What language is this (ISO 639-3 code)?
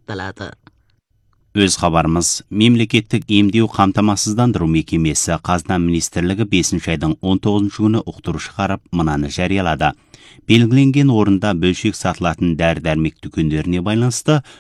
kaz